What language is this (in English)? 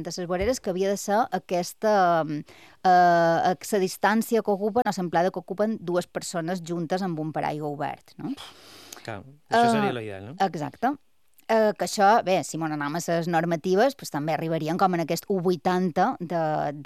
Catalan